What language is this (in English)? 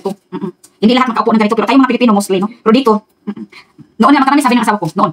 Filipino